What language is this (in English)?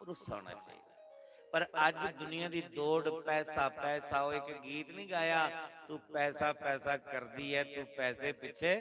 Dogri